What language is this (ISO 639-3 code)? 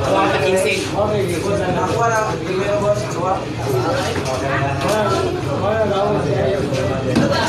fil